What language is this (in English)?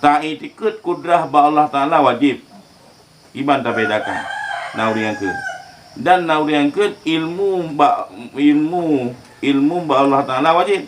Achinese